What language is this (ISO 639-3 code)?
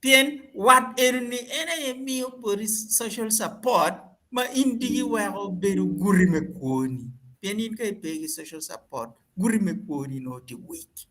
ach